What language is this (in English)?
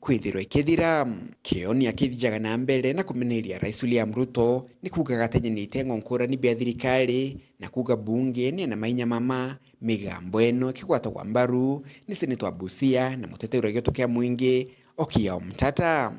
Meru